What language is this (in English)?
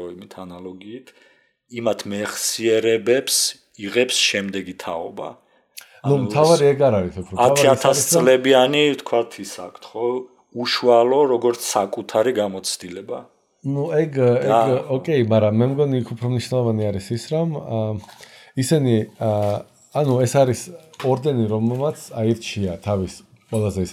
Georgian